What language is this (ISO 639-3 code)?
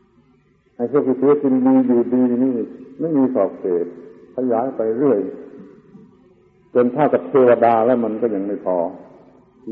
tha